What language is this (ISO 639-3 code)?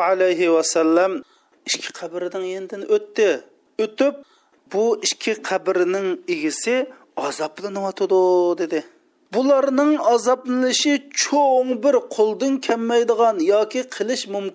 uig